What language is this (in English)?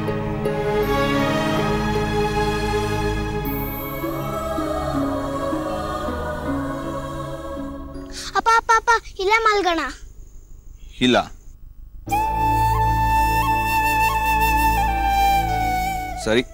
Kannada